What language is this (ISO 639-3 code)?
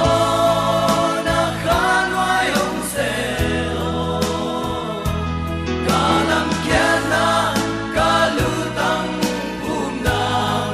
ctd